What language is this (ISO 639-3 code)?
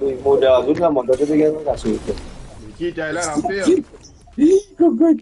mfe